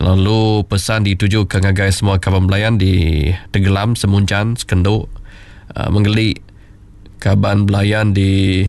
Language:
Iban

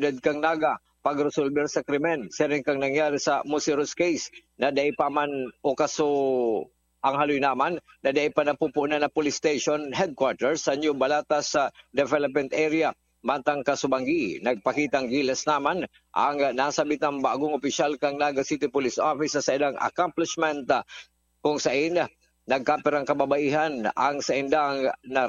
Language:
Bikol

